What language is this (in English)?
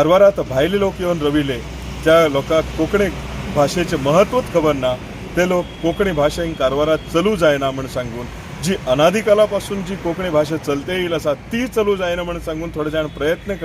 Konkani